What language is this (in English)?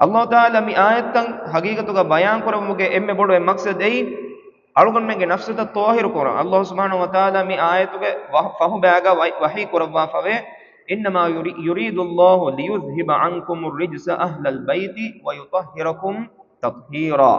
Divehi